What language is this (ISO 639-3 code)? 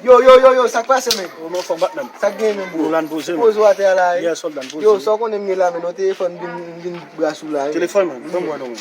hat